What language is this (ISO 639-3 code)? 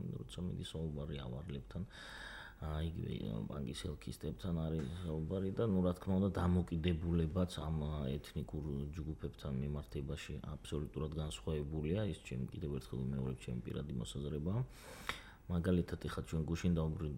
kat